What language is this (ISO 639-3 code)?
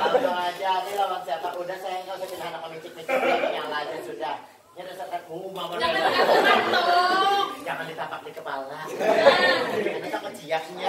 bjn